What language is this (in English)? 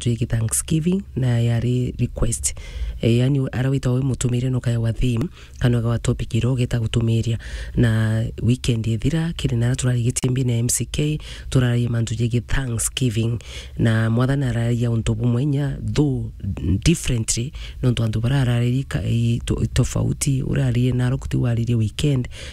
Meru